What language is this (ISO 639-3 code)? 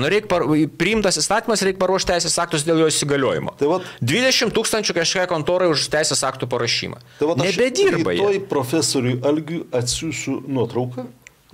lit